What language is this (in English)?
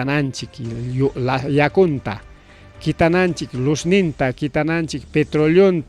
Ayacucho Quechua